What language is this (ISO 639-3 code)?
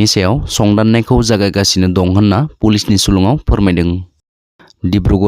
brx